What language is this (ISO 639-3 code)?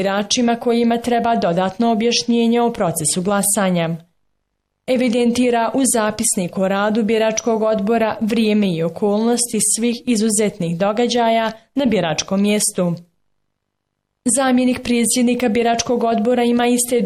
bos